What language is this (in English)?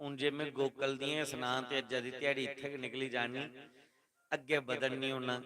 Dogri